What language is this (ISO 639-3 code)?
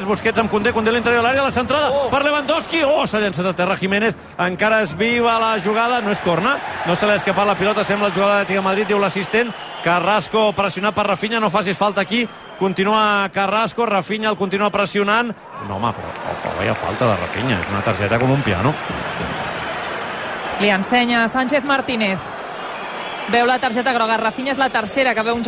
cat